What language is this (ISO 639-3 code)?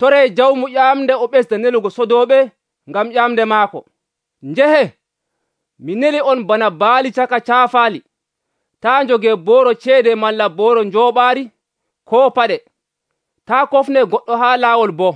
fuv